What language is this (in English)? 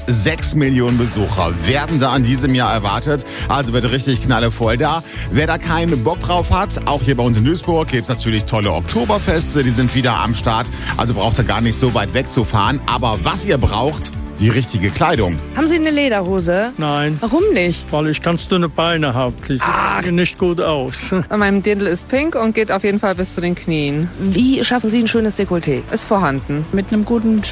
German